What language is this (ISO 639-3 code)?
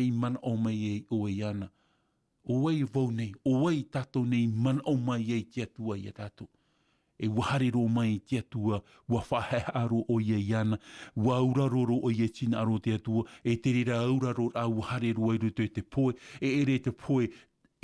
tah